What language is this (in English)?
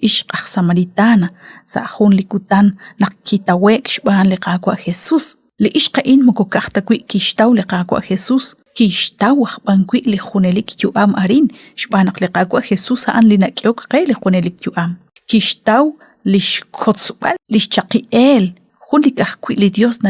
Kekchí